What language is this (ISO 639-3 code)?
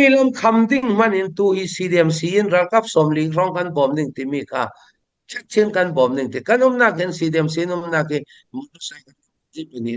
cfm